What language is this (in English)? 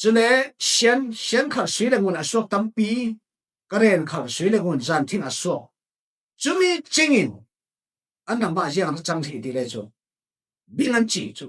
Falam Chin